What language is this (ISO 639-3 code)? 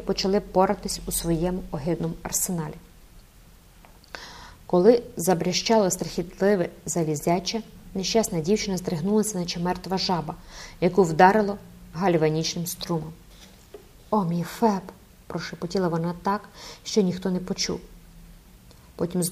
ukr